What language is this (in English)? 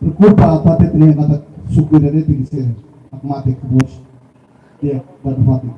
Tetum